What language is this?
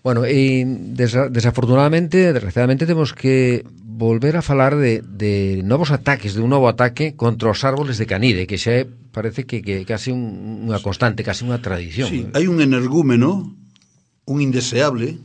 Galician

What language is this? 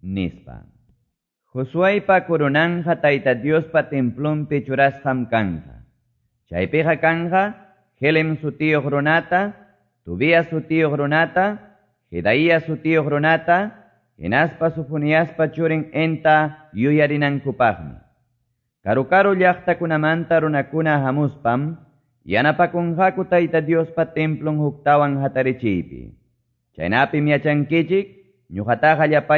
Quechua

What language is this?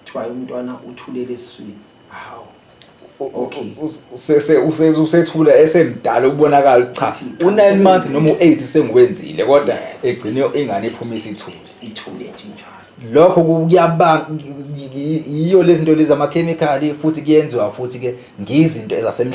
Zulu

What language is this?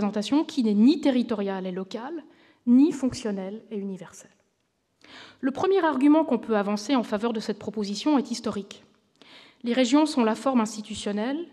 French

